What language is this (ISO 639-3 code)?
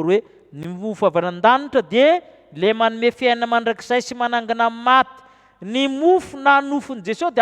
mlg